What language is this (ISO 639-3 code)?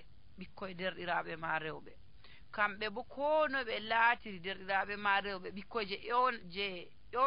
fuv